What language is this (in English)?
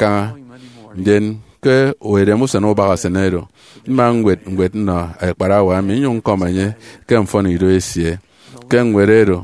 Efik